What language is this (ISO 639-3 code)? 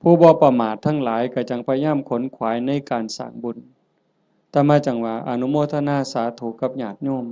tts